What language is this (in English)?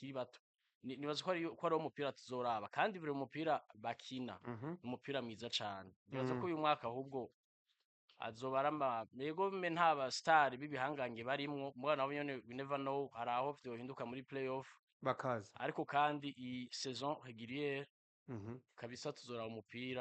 Rundi